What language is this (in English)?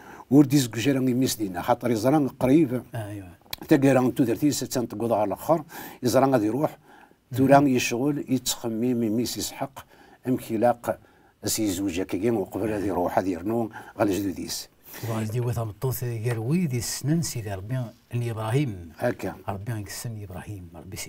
Kabyle